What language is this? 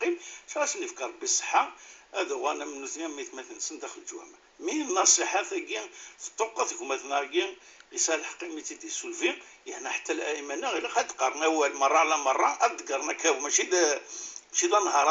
Kabyle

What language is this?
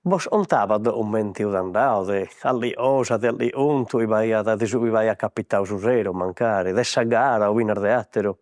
Sardinian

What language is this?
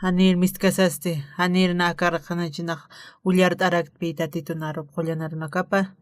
Aymara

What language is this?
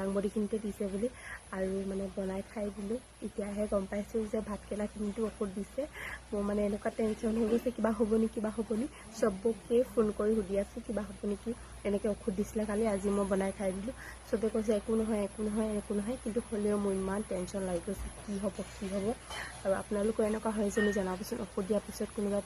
Assamese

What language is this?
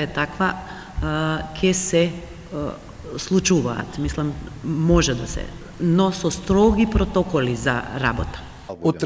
Macedonian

